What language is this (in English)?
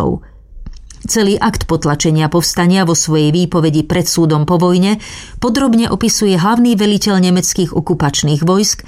Slovak